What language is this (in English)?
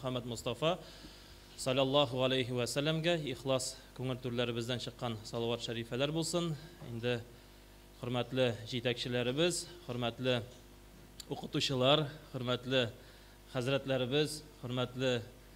Tatar